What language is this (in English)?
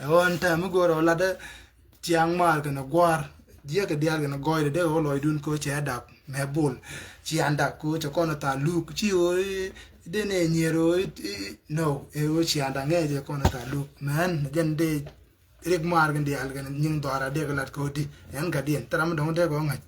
Nuer